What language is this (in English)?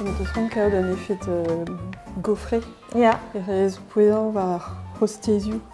Breton